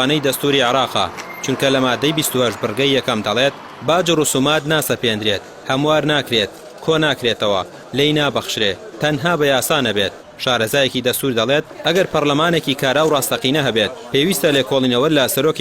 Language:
Central Kurdish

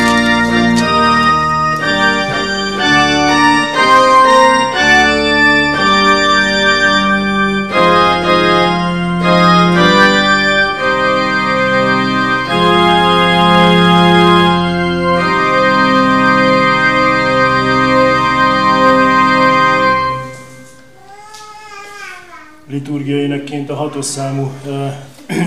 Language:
Hungarian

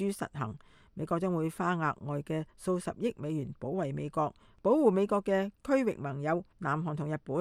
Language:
Cantonese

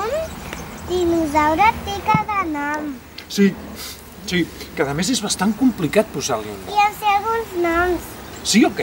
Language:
Catalan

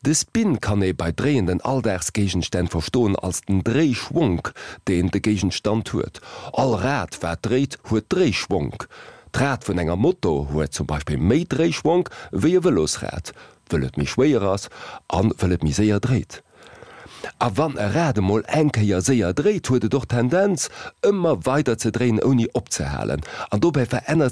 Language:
Luxembourgish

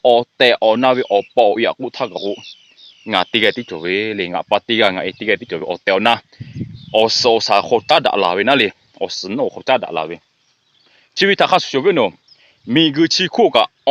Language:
Lahu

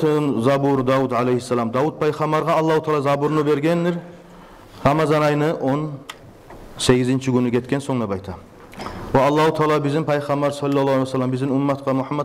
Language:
Kumyk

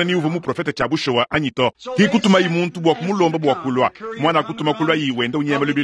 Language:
Luba-Lulua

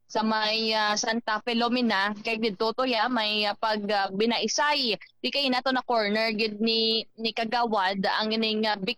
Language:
Hiligaynon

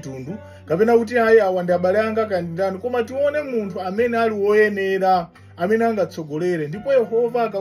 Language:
Nyanja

